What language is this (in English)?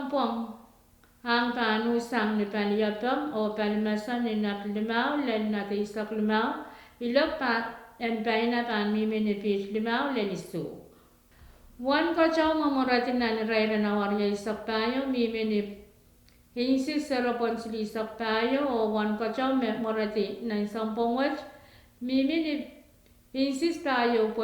Pohnpeian